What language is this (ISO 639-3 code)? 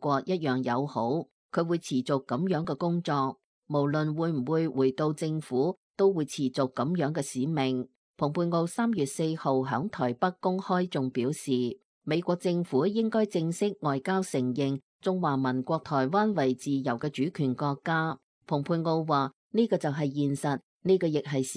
yue